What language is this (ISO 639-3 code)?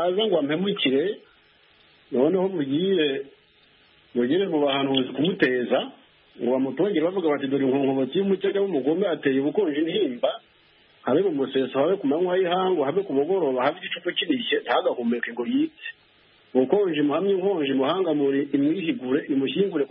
kin